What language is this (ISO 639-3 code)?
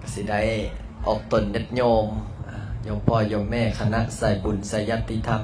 lao